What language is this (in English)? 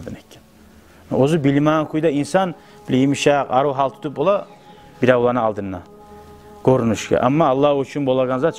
Kumyk